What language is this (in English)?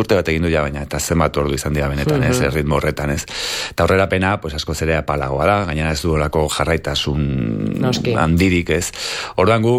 Basque